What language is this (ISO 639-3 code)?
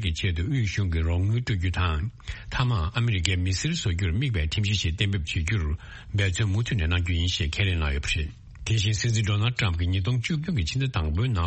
bod